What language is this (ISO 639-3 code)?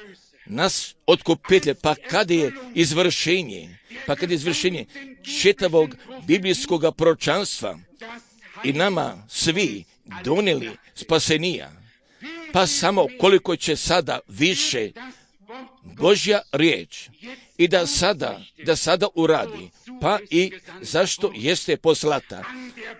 hrv